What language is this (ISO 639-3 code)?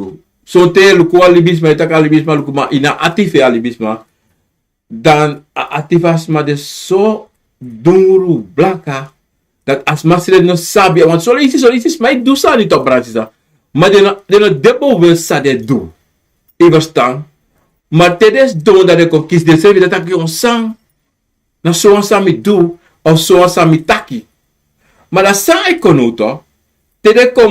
srn